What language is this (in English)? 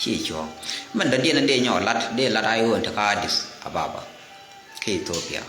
Nuer